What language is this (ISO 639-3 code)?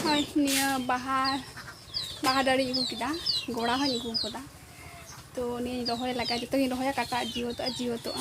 sat